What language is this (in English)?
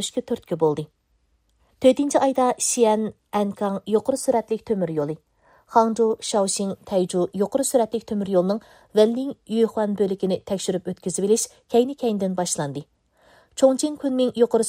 Uyghur